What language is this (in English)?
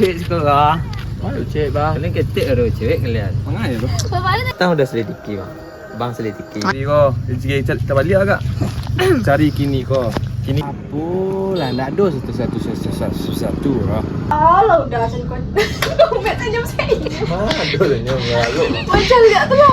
Minangkabau